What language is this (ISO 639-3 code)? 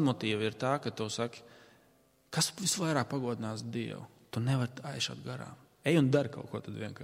lav